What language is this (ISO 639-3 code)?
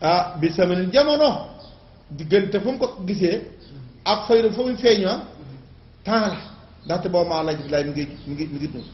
wol